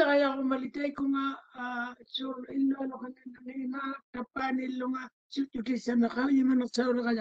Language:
Māori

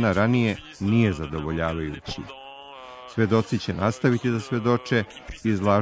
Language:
Serbian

